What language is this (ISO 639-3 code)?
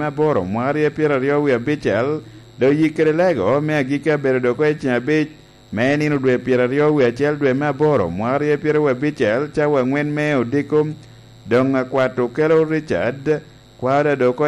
laj